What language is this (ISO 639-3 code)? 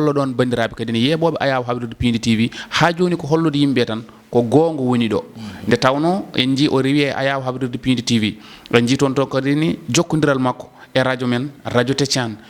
ful